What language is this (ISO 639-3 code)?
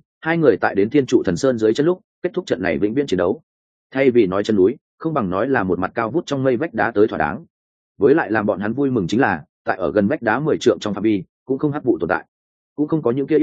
vie